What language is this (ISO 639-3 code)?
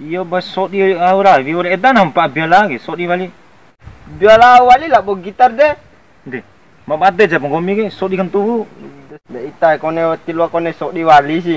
bhp